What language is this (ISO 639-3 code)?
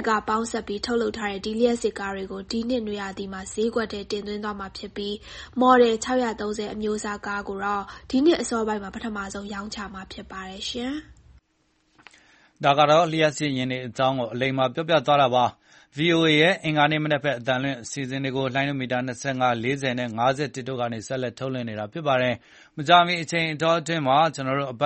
mya